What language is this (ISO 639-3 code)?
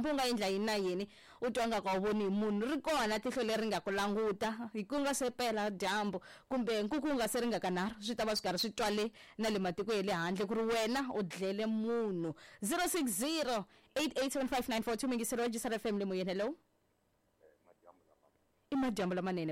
tso